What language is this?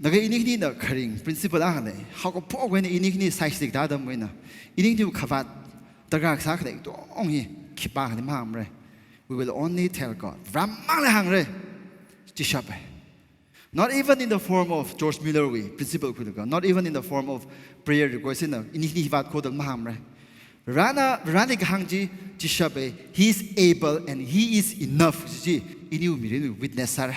Tangkhul Naga (India)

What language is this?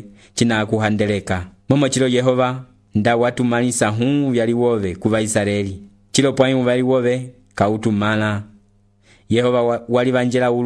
Umbundu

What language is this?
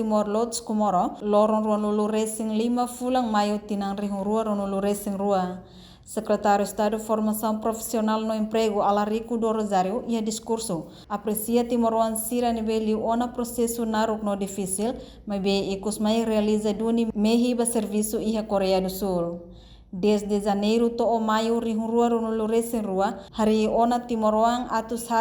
Tetum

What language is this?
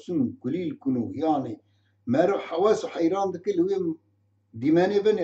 Kurdish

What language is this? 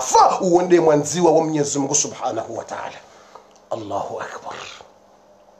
Swahili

